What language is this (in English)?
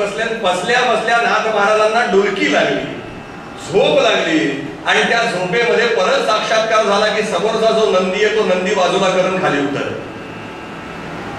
Marathi